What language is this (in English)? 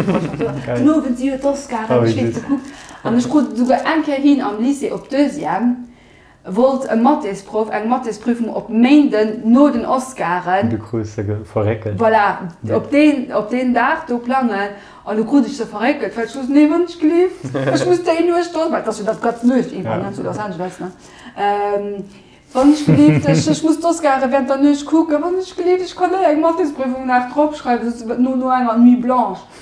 Luxembourgish